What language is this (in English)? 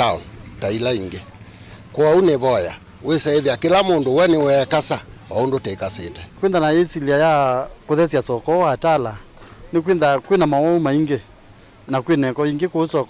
Kamba